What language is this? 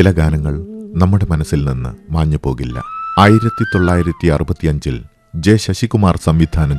Malayalam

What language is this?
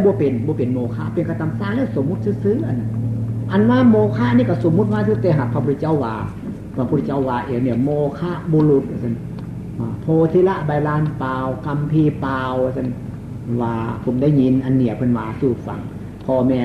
Northeastern Thai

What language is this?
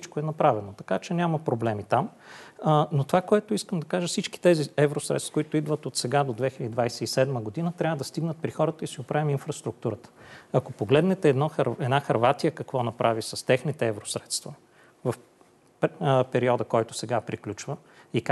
Bulgarian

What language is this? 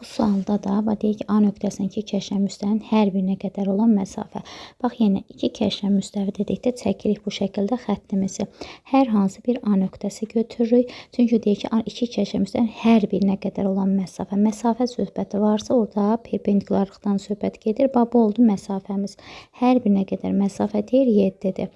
Azerbaijani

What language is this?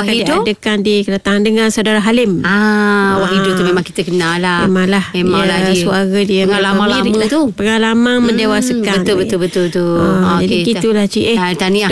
Malay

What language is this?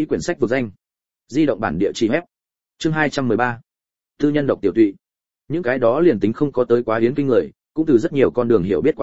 Vietnamese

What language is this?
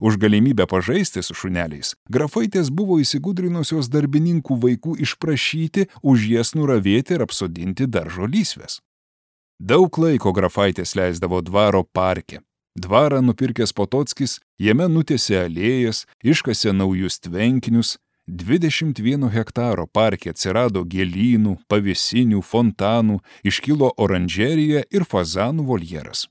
Lithuanian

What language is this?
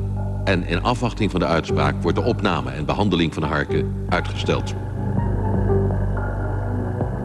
Dutch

